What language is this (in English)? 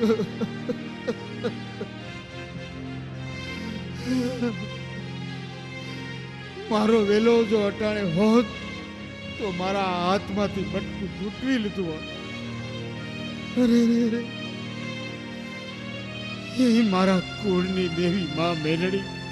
Gujarati